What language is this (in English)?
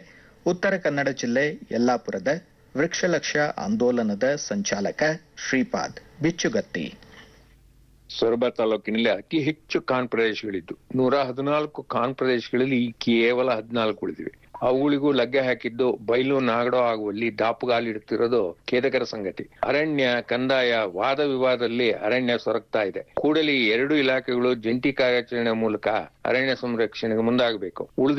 Kannada